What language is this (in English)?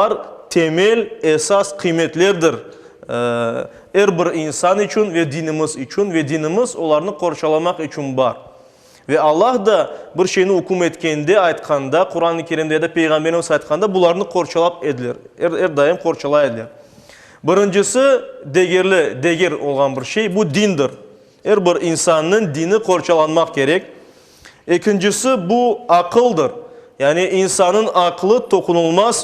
Crimean Tatar